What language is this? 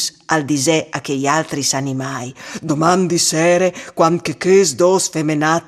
Friulian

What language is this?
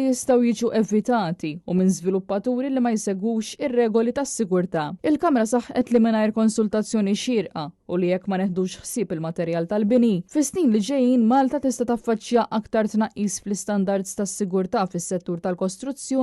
Maltese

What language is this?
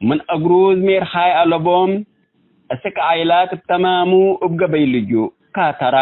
Tigre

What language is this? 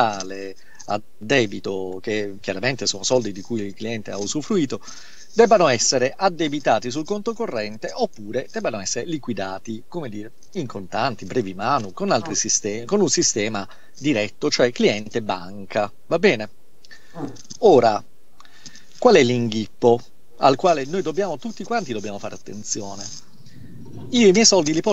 Italian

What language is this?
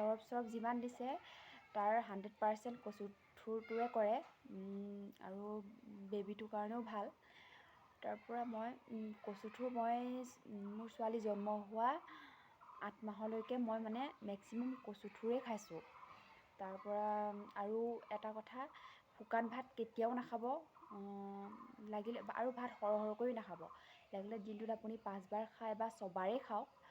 Assamese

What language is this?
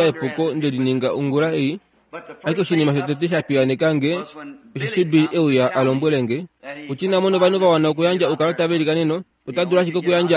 Kuanyama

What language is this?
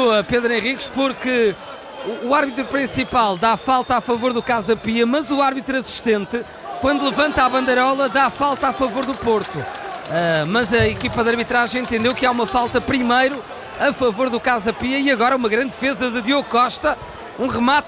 Portuguese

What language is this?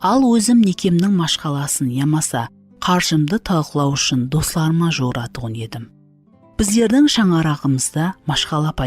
Kara-Kalpak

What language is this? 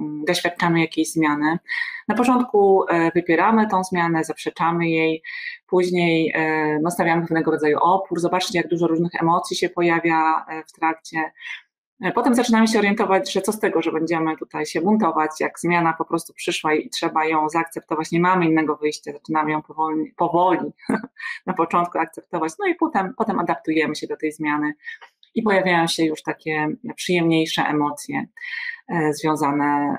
Polish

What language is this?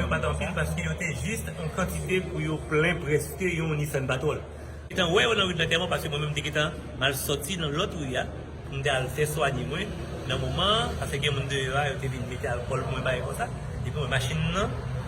Haitian Creole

